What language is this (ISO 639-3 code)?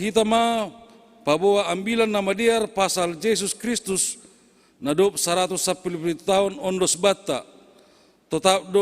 bts